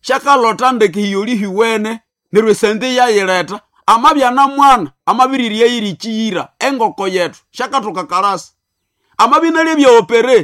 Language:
Nande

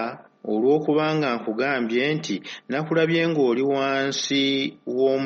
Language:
Ganda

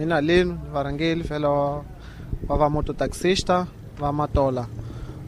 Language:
Tsonga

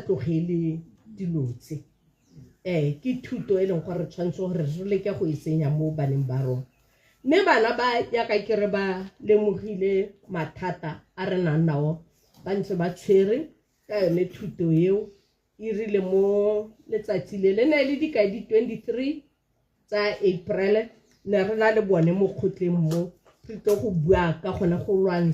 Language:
Tswana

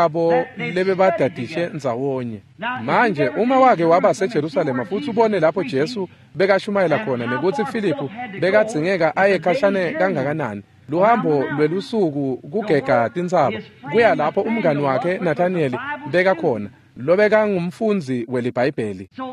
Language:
Swati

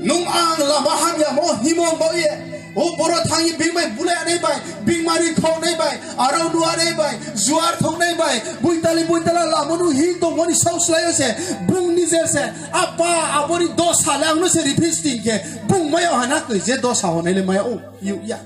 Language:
Riang (India)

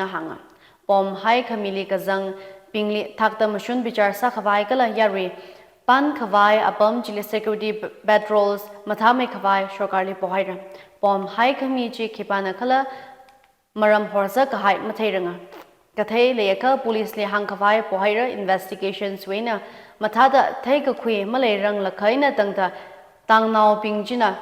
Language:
Tangkhul Naga (India)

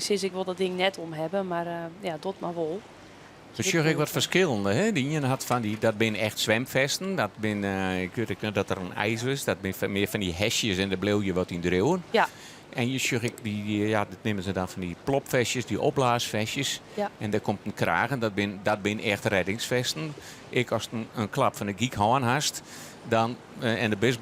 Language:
Western Frisian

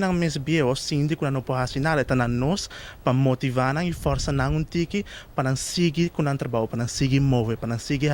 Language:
Papiamento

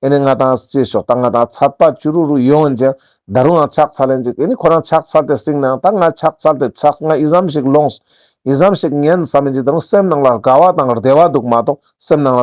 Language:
Ladakhi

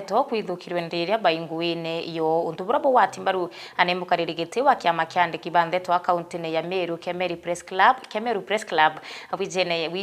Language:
Meru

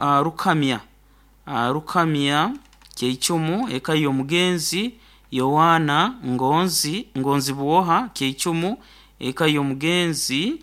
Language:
Nyoro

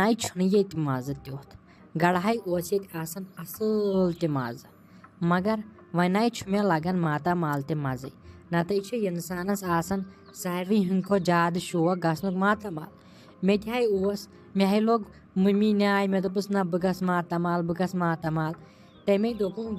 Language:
Kashmiri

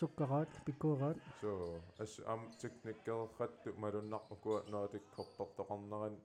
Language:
Kalaallisut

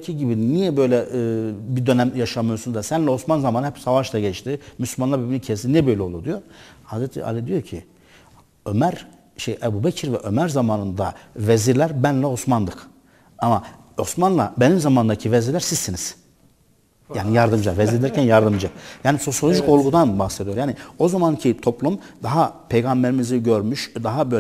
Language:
Turkish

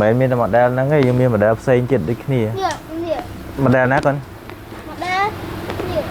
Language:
Khmer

